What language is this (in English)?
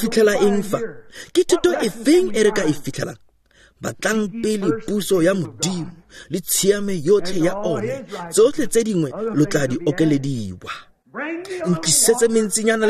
Tswana